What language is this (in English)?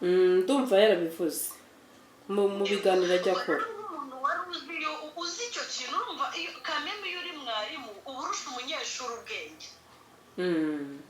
Kinyarwanda